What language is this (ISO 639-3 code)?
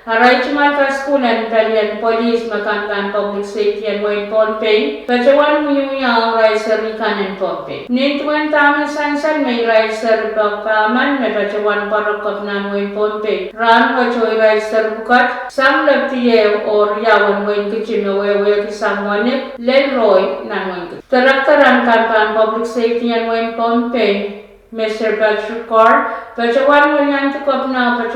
pon